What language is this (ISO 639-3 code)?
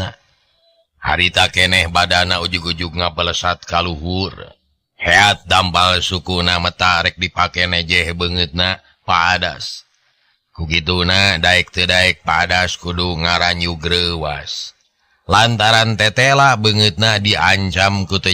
sun